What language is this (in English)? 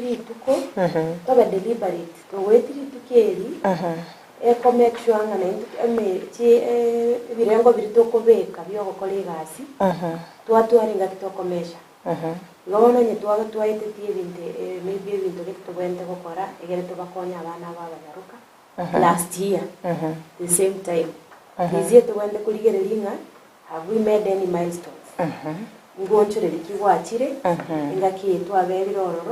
Gusii